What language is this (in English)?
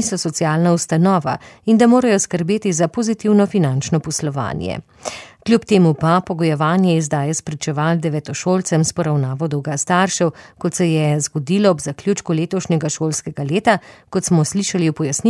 Slovenian